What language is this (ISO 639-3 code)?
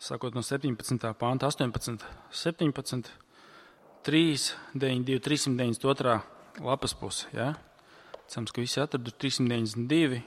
lav